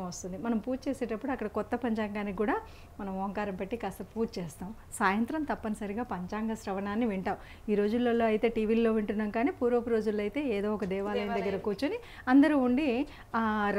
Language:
Telugu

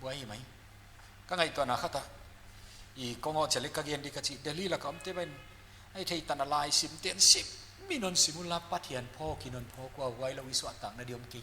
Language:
Paite Chin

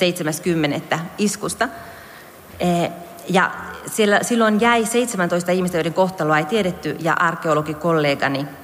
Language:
Finnish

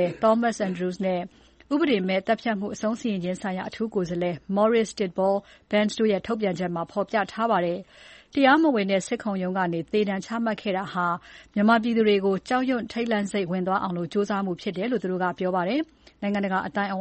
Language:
Burmese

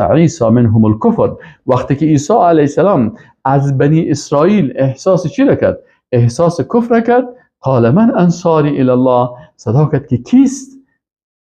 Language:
Persian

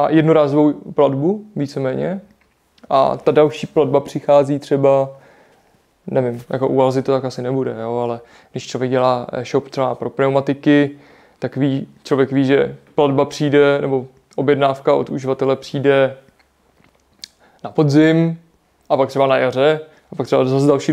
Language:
Czech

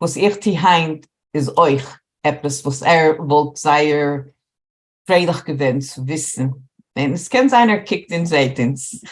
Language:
Yiddish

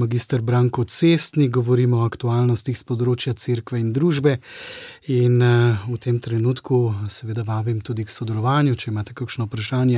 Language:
Slovenian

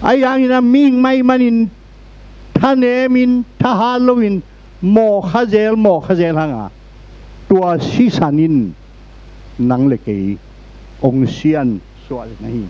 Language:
Tedim Chin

